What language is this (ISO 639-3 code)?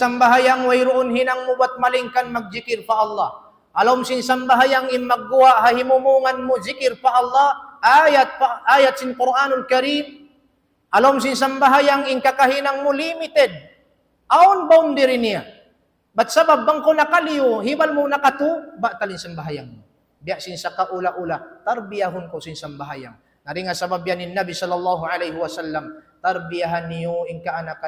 tsg